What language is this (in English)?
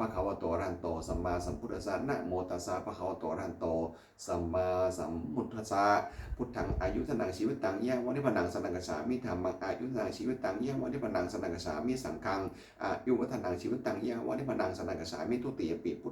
Pali